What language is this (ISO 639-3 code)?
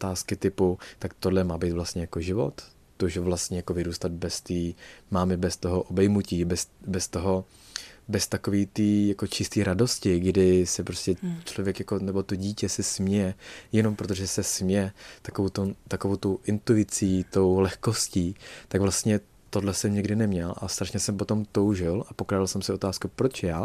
ces